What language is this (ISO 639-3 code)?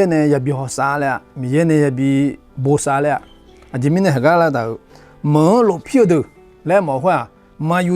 ahk